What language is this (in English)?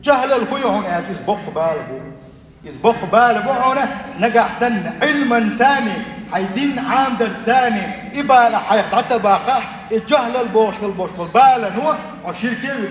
Chechen